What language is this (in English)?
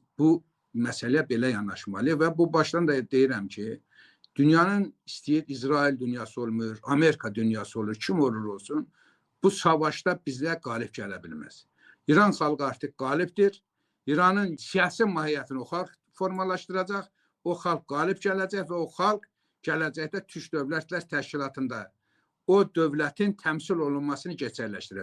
Azerbaijani